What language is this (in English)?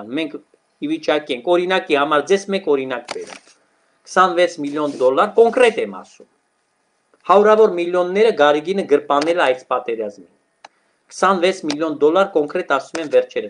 Armenian